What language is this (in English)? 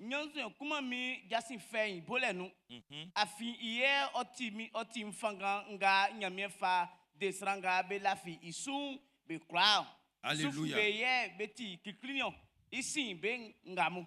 Baoulé